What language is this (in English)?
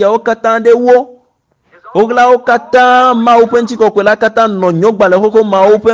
Ewe